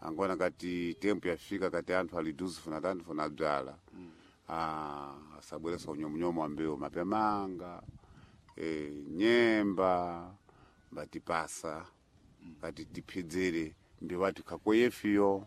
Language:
Sena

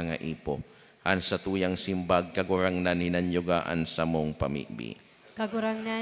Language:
Bikol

